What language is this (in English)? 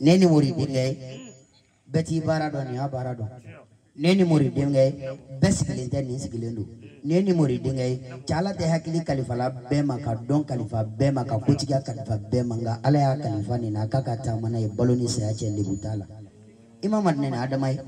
Bambara